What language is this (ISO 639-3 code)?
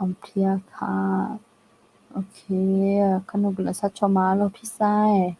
ahk